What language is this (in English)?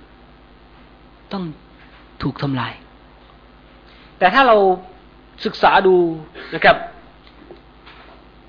Thai